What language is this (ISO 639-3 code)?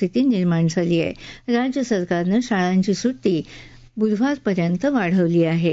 mar